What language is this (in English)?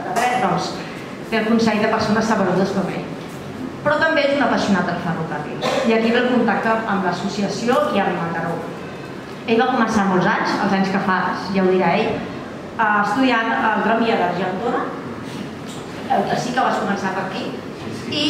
Catalan